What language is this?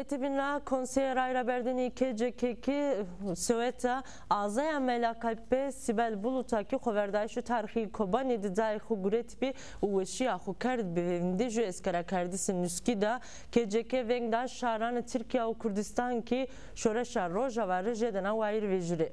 Zaza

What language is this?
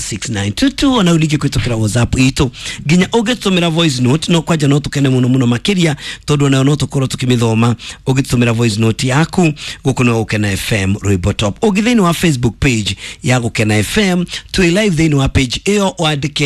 Kikuyu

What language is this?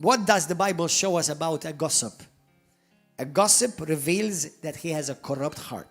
English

